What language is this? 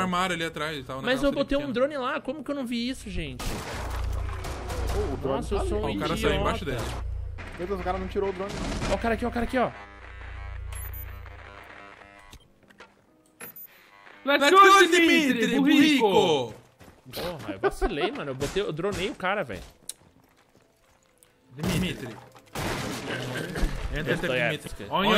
Portuguese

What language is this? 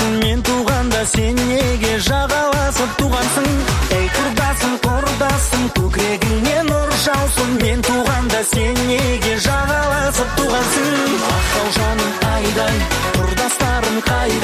Kazakh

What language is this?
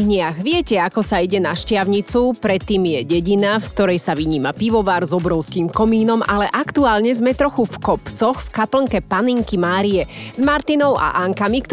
Slovak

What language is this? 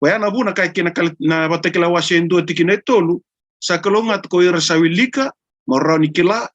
Fijian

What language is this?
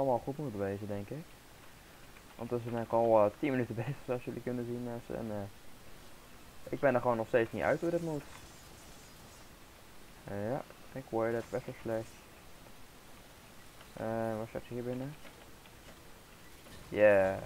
Dutch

